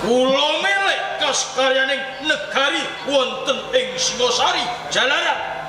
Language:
Javanese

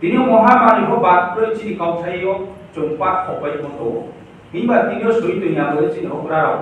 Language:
Riang (India)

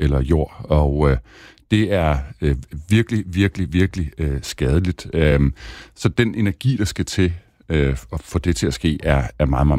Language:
Danish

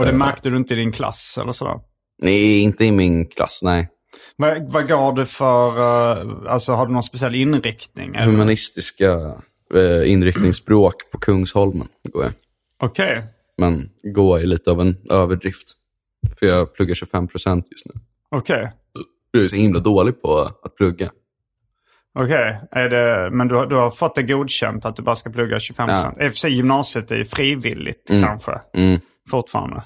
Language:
Swedish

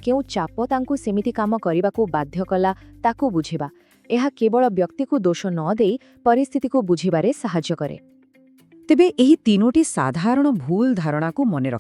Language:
Odia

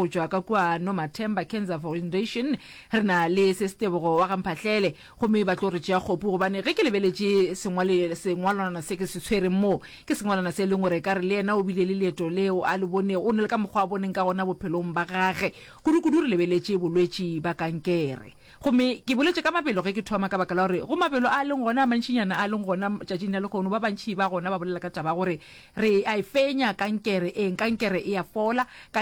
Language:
Northern Sotho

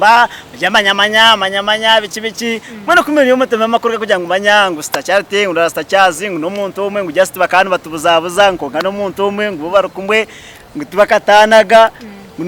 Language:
Nyankole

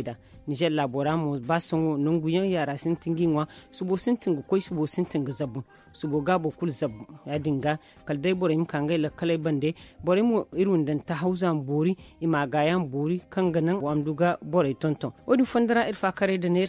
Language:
Zarma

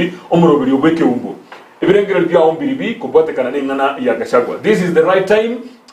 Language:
Gusii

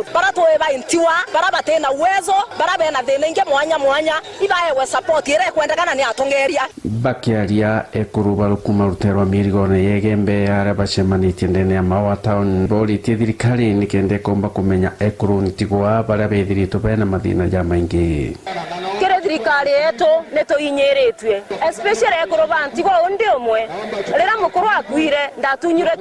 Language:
Meru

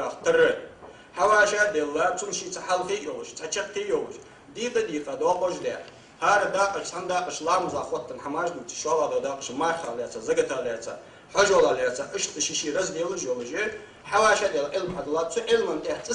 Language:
Ingush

